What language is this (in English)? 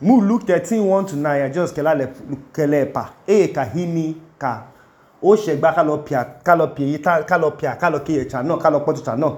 Idoma